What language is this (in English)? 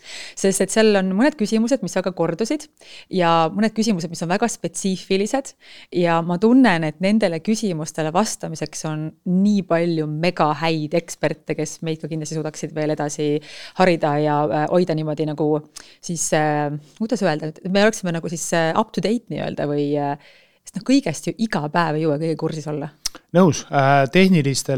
Estonian